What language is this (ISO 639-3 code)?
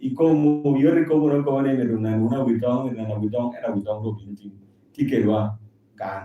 laj